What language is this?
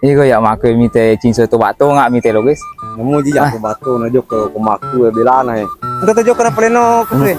Buginese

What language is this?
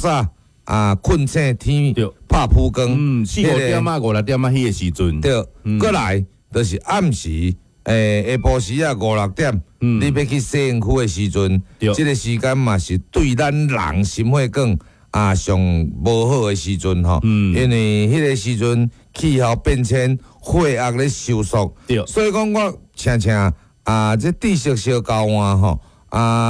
Min Nan Chinese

